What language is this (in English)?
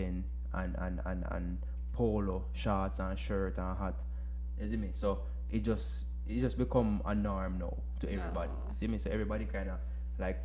Jamaican Creole English